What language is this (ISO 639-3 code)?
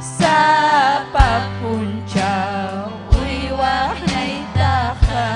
quy